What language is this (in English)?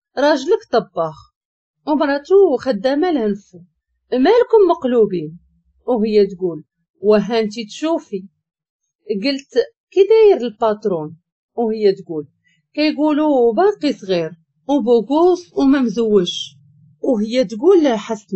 Moroccan Arabic